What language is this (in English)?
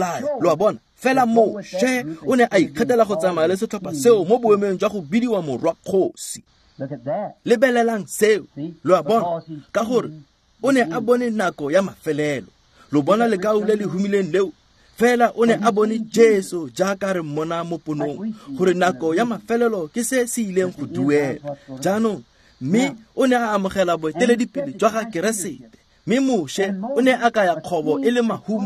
Tswana